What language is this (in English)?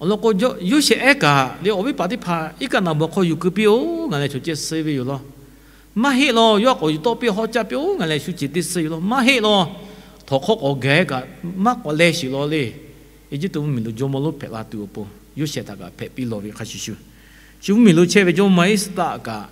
Lahu